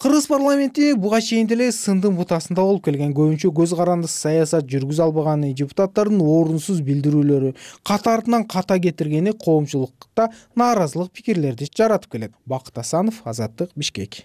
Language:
Kyrgyz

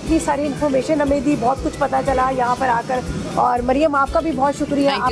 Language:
Hindi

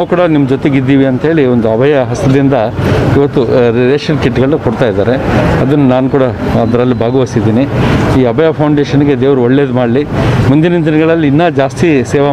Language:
Kannada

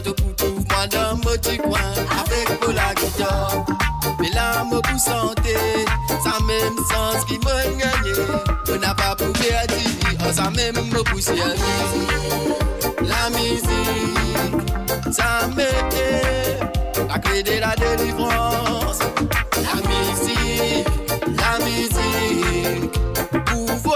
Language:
Morisyen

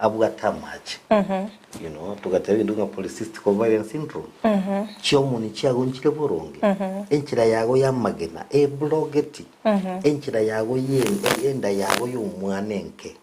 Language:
Gusii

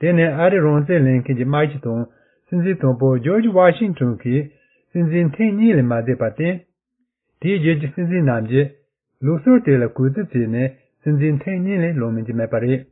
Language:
Tibetan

